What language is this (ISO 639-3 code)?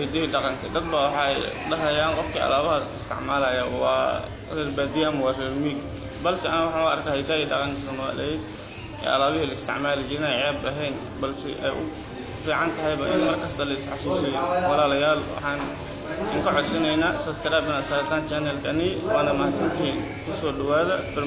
som